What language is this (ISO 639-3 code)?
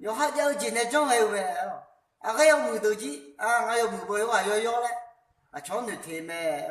ahk